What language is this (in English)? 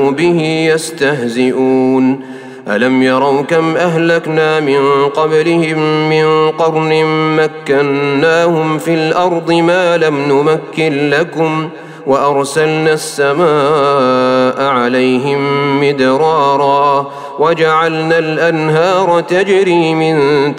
Arabic